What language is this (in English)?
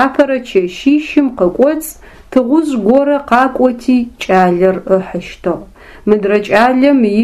Adyghe